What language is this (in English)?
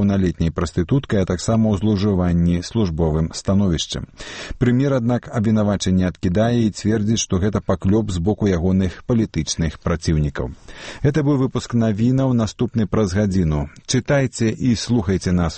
Belarusian